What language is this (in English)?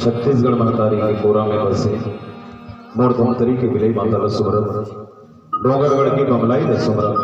Chhattisgarhi